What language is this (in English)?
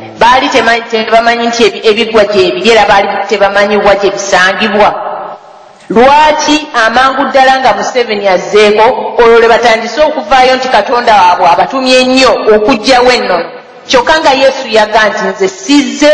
Ganda